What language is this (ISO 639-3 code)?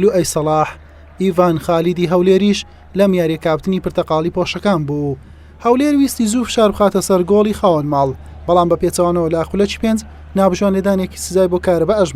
ckb